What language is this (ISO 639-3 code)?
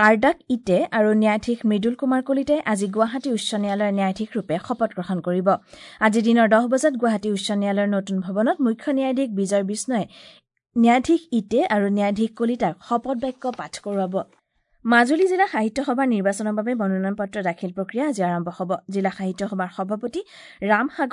asm